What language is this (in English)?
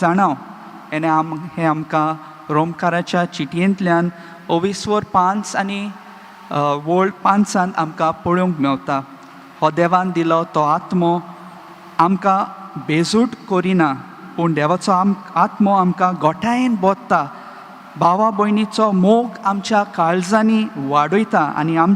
Konkani